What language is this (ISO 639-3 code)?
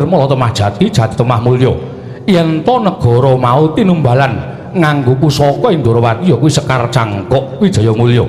jav